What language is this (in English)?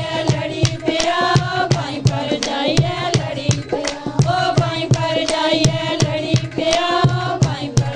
Dogri